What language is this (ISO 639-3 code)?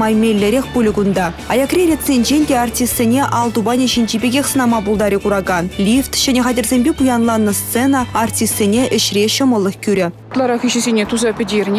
chv